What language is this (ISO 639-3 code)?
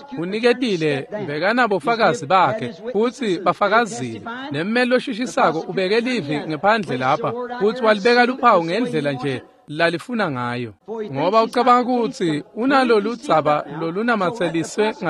ssw